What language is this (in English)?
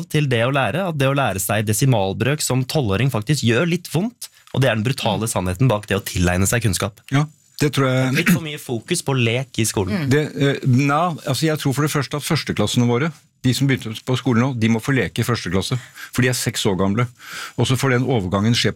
Norwegian